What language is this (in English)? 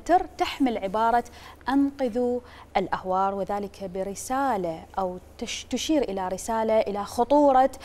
Mesopotamian Arabic